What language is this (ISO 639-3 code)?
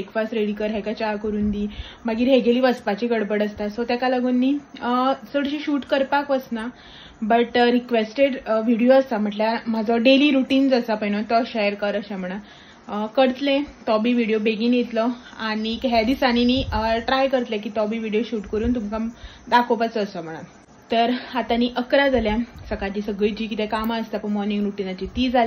kok